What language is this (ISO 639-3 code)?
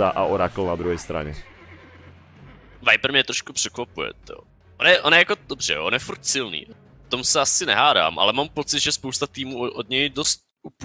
ces